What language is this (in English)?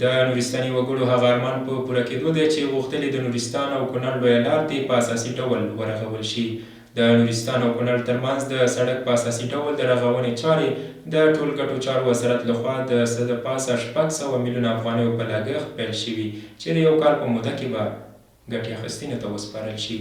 Pashto